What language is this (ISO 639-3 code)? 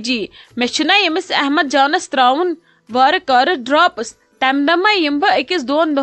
kas